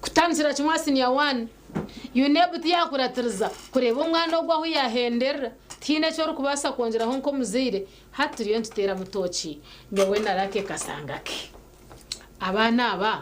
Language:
Nyankole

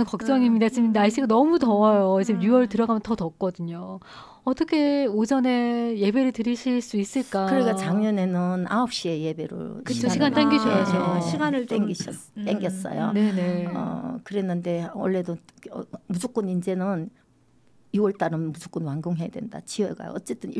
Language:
Korean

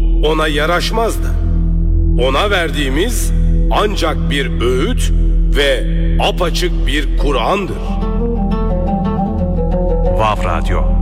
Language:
Turkish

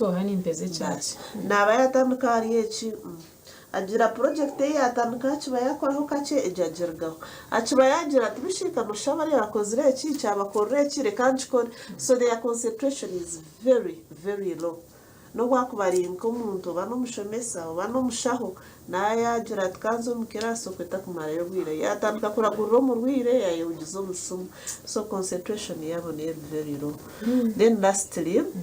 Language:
Nyankole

